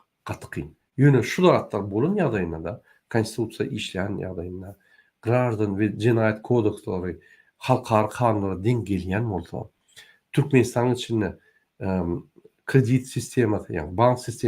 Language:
Turkmen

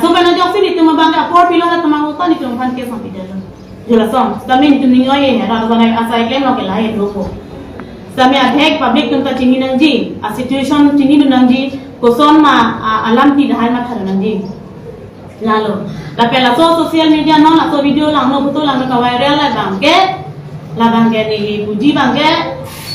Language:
Karbi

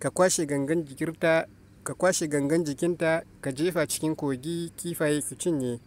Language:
Hausa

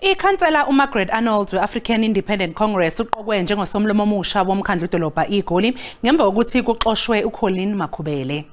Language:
Zulu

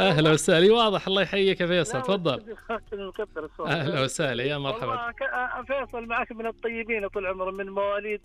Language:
Najdi Arabic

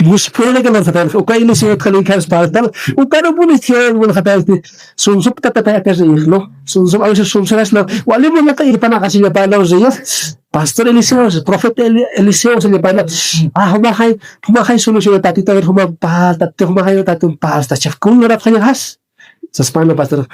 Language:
Aymara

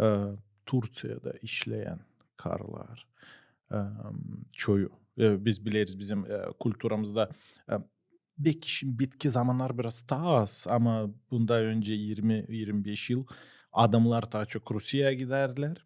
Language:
Gagauz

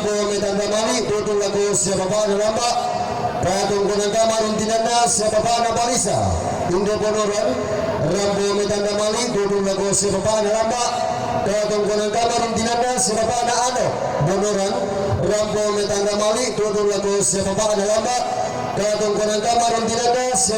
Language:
Toraja-Sa'dan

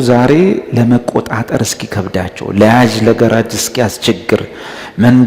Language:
Amharic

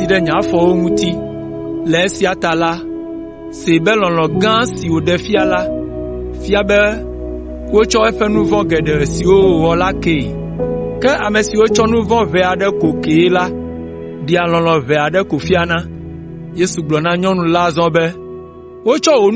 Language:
Ewe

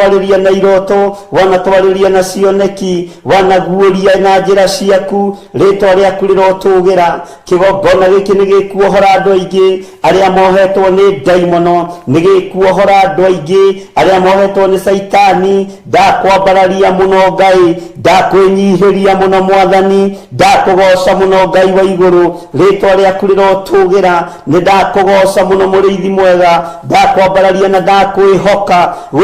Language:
Kikuyu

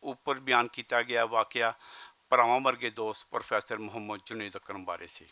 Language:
Western Panjabi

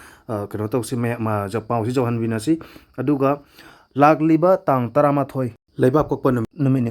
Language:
Manipuri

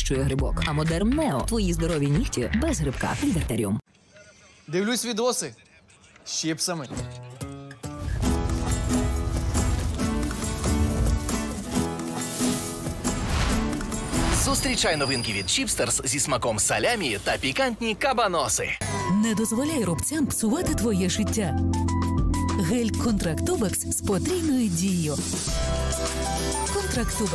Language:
Ukrainian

